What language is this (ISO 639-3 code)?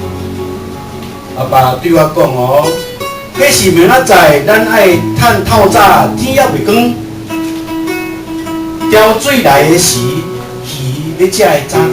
nan